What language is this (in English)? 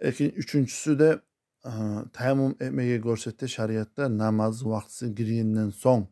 Kumyk